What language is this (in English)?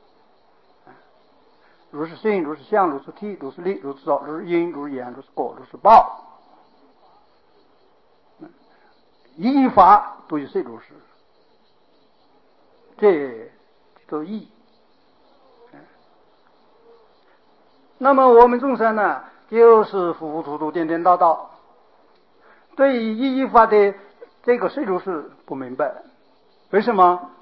Chinese